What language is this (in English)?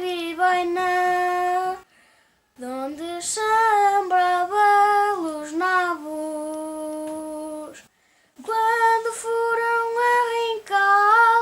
Mirandese